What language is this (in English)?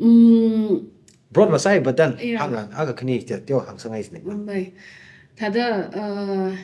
Tangkhul Naga (India)